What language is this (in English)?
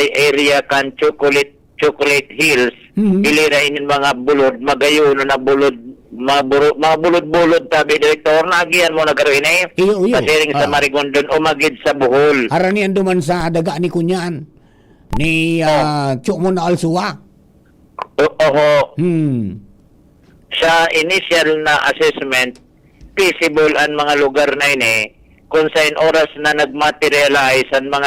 Bikol